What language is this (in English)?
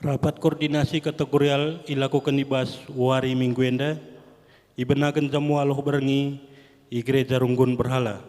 Batak Karo